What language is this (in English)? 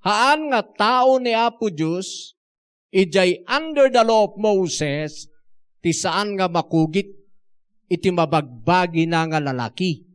Iloko